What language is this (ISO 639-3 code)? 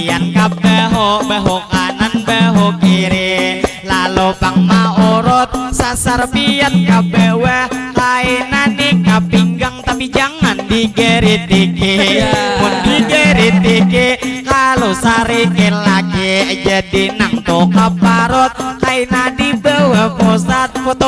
bjn